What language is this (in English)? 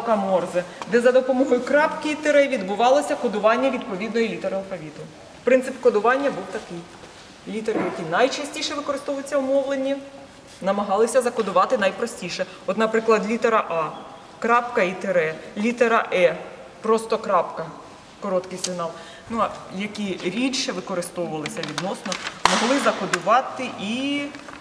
Ukrainian